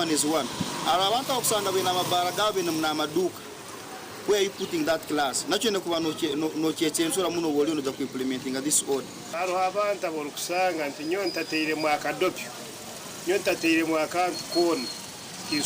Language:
Nyankole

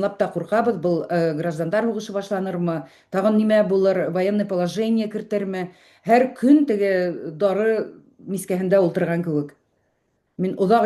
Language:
Bashkir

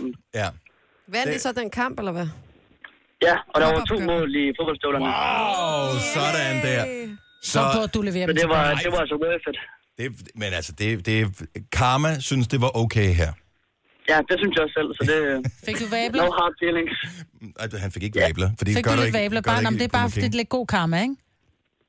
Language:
Danish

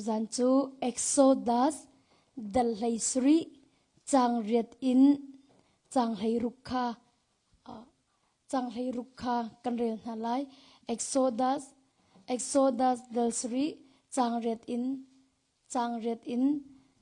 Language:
Hakha Chin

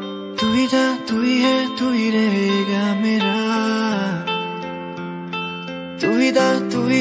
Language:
Hindi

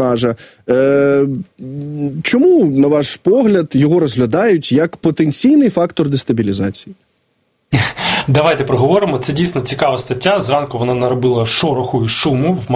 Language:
Ukrainian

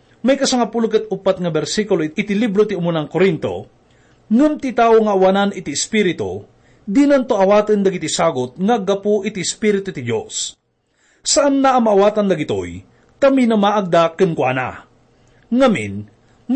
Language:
Iloko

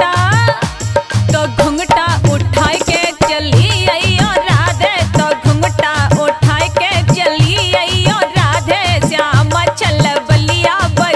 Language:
Bhojpuri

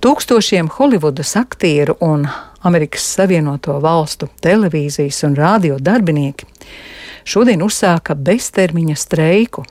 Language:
Latvian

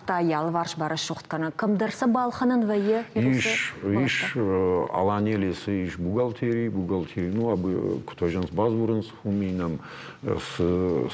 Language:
Ossetic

